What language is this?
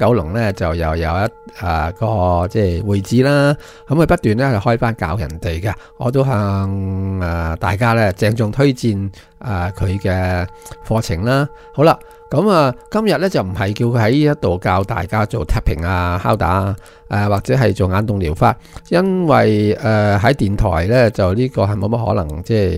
Cantonese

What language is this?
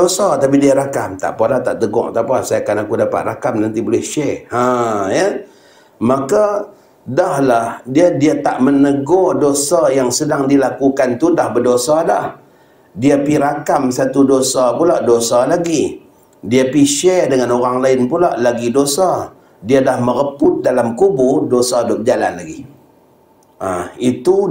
Malay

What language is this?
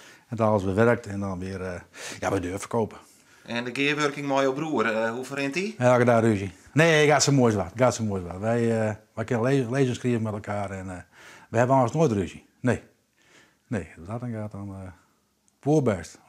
Western Frisian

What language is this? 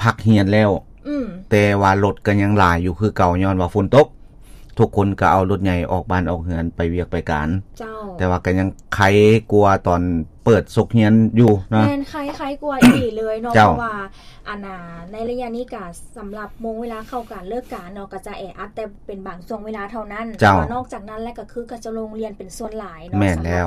Lao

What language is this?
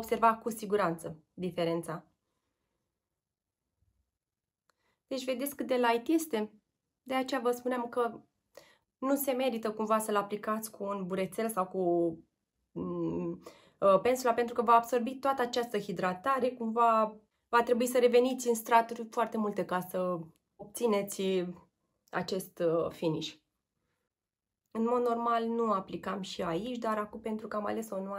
Romanian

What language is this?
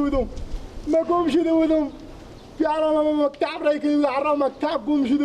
Persian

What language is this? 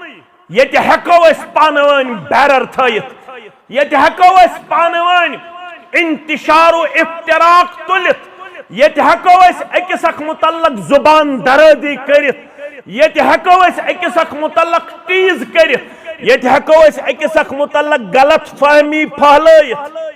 Kashmiri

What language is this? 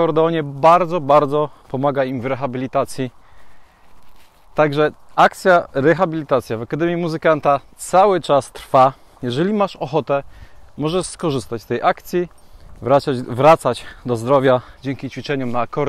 Polish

